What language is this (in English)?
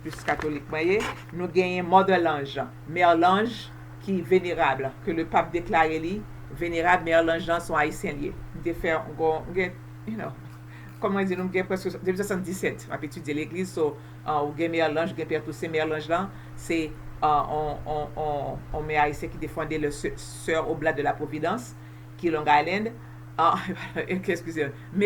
Haitian Creole